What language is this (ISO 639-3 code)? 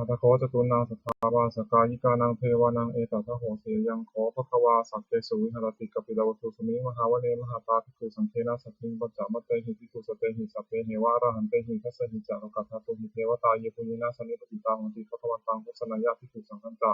pli